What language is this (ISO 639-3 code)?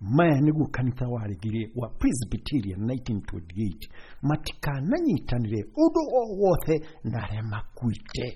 kik